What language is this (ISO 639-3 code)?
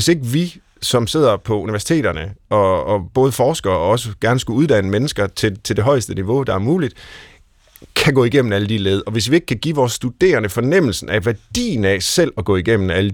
dan